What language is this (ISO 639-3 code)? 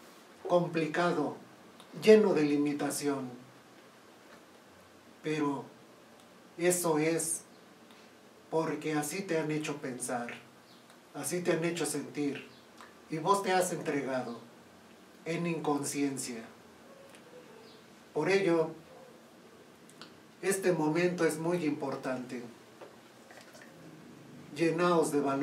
spa